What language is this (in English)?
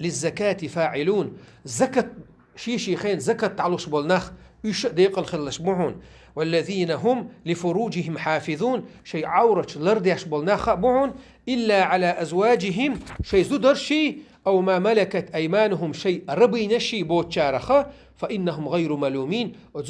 Chechen